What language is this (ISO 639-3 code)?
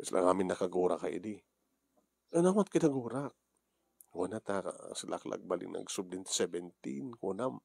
ilo